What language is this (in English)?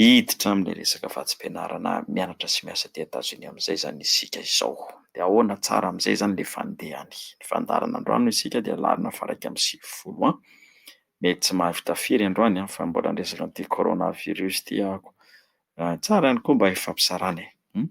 Malagasy